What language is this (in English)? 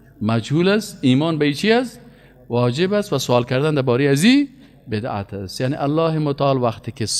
Persian